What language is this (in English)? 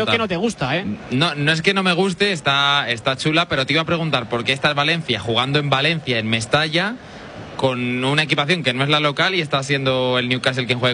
Spanish